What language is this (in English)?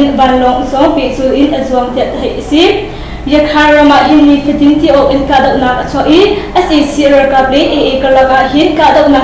Hakha Chin